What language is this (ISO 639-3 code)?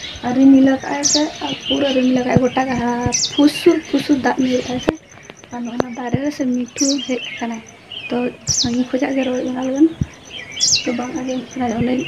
sat